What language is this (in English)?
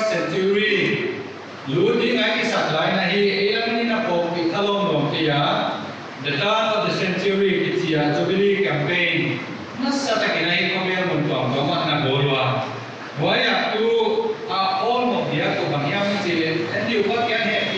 Paite Chin